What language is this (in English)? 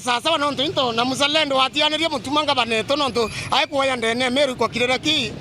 Meru